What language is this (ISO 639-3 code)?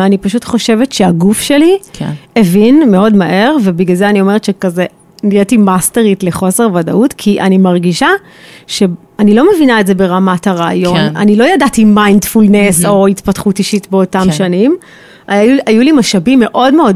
heb